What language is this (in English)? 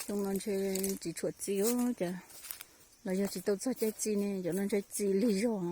Hmong